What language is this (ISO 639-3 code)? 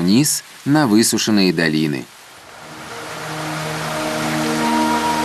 rus